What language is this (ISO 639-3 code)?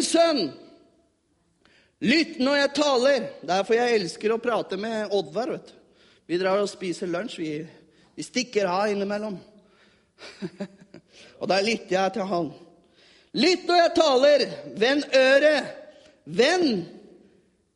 nor